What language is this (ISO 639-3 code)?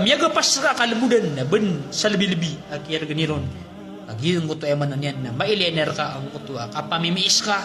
mrw